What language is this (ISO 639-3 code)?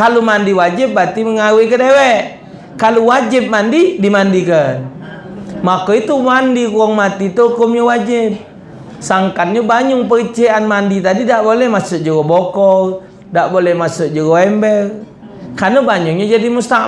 mui